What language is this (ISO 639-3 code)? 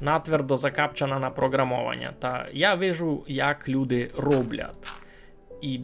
rue